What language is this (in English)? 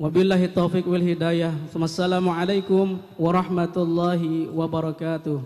Banjar